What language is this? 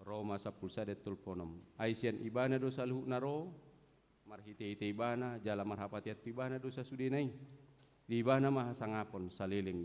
Batak Toba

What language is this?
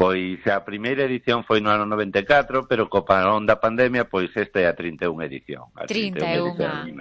Galician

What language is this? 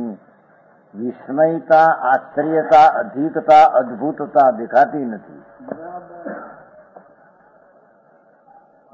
Gujarati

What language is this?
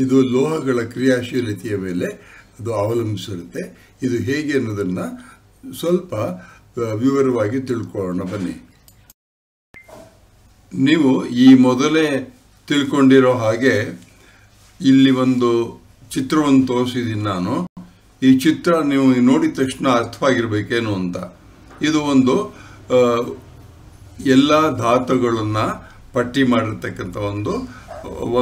Kannada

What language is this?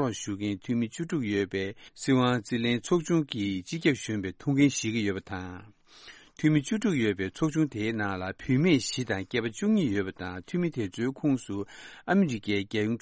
Tibetan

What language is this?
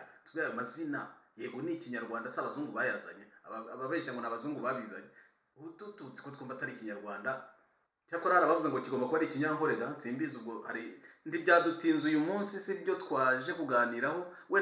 Kinyarwanda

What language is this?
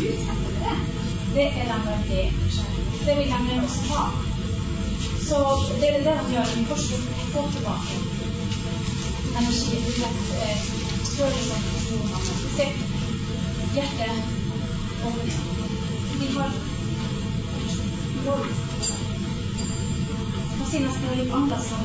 Norwegian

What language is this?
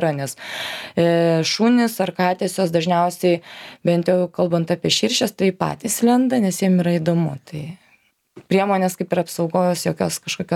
Lithuanian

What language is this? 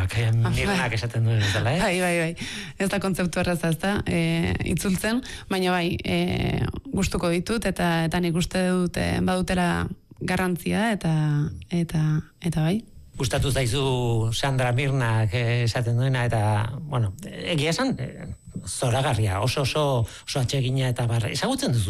Basque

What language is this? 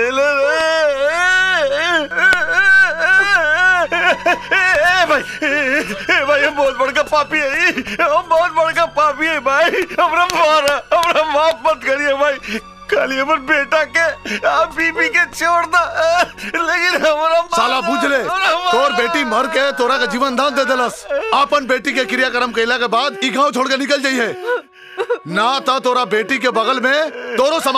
Bhojpuri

